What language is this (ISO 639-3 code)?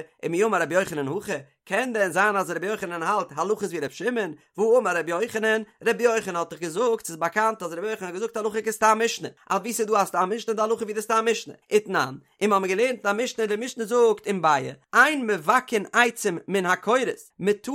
yid